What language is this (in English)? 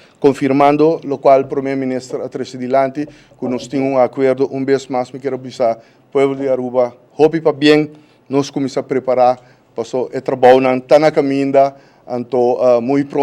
Papiamento